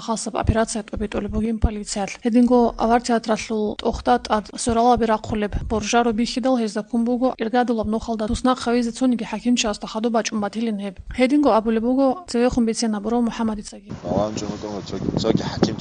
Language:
Avaric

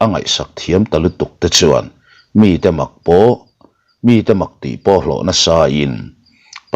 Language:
Mizo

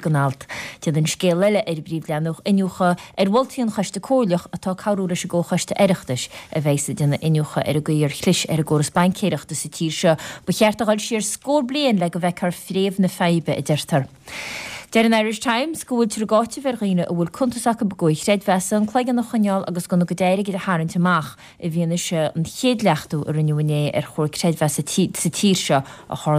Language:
Irish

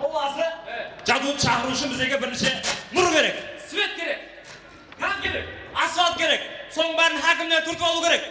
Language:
Kara-Kalpak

